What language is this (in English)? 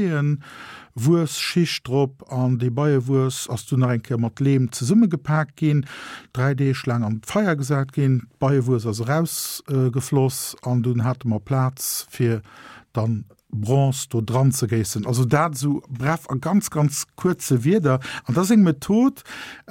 Luxembourgish